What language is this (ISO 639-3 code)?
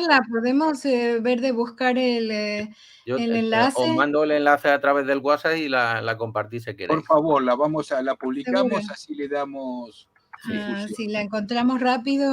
lad